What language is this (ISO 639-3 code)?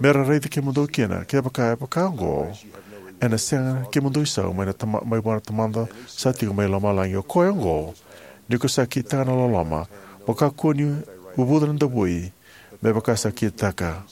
fij